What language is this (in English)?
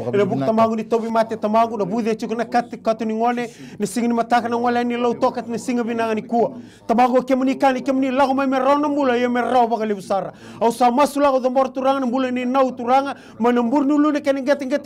Fijian